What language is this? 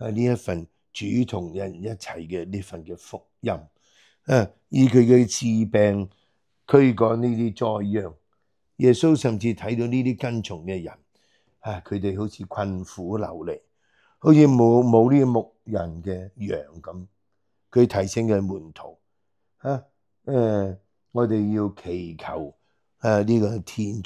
Cantonese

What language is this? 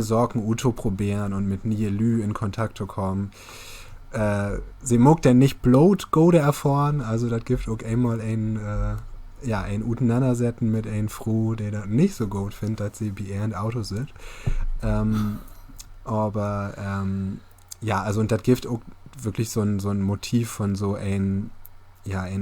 Low German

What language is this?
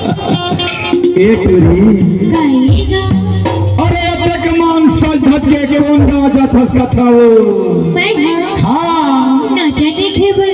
Chhattisgarhi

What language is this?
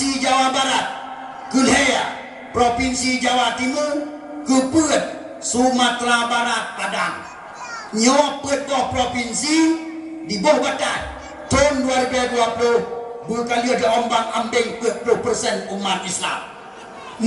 Achinese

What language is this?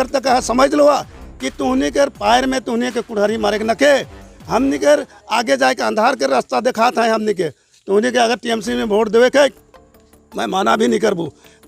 Sadri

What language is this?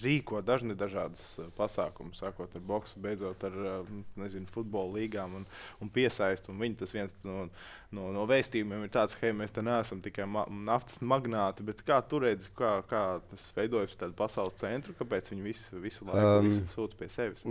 Latvian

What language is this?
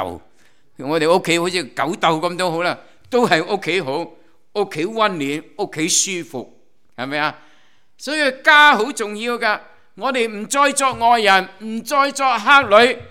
Cantonese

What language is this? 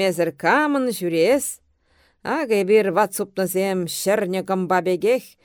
Chuvash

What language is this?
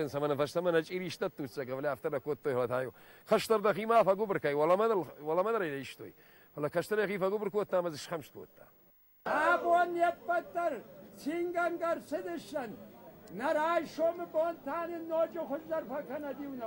Ossetic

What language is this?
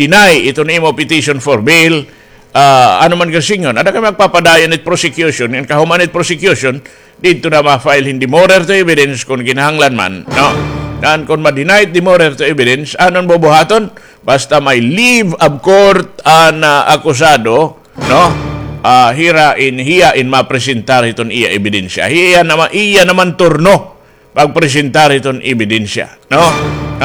Waray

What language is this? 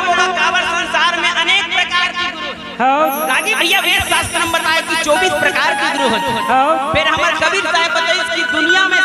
Chhattisgarhi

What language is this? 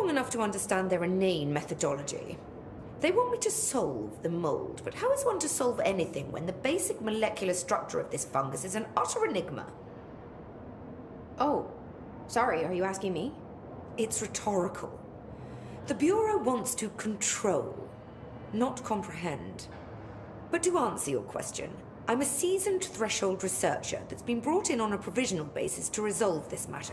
English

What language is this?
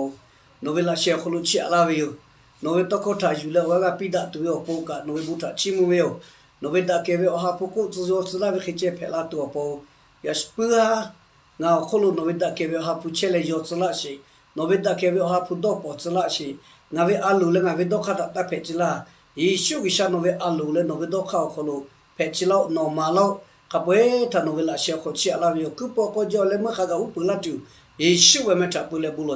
Lahu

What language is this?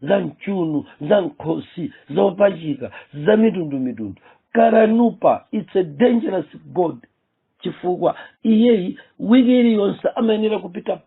Nyanja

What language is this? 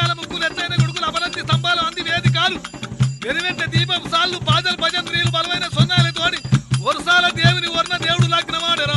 Telugu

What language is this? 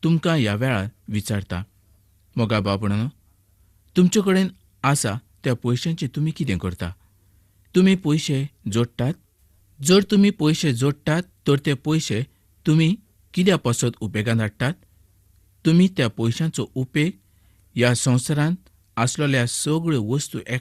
Konkani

